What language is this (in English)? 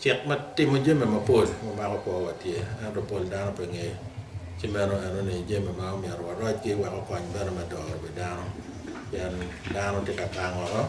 Acoli